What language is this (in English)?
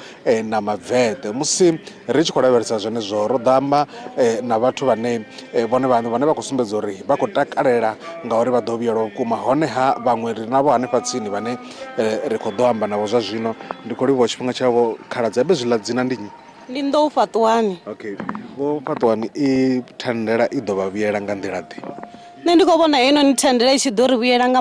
Venda